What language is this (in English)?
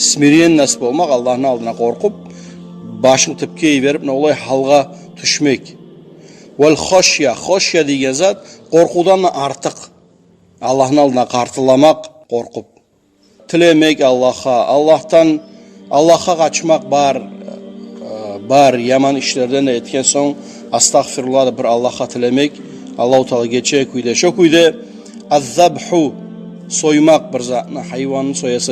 Kumyk